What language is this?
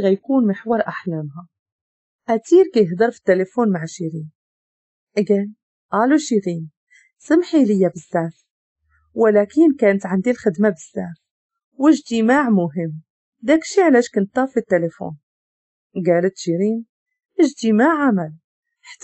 Moroccan Arabic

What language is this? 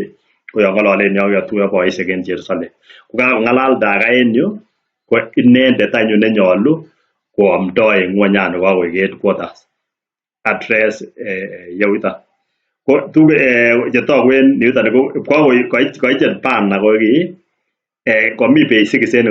Kalenjin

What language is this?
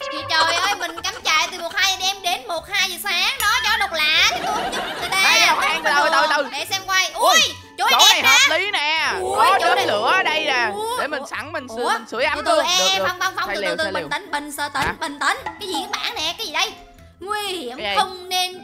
Vietnamese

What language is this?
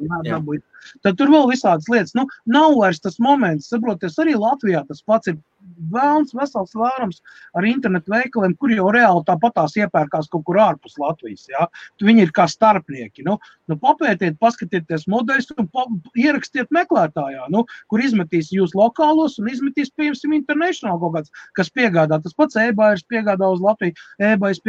Latvian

